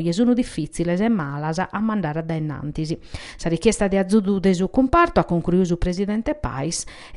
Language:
Sardinian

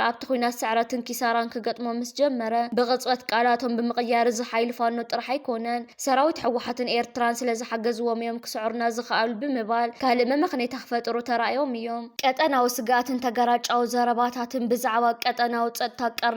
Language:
Tigrinya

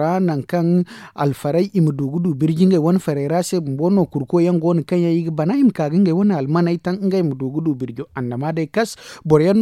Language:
Zarma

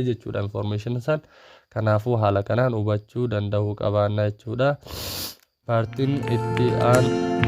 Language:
Oromo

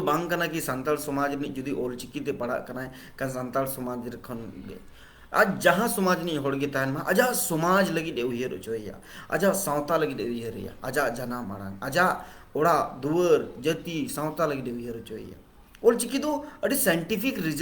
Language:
Santali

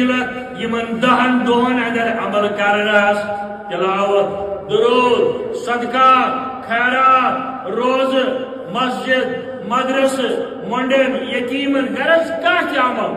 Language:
Kashmiri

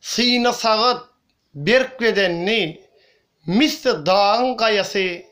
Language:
Turkmen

